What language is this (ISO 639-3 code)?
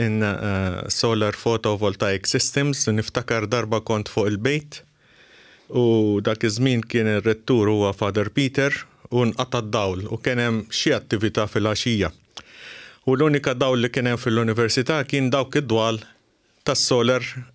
mlt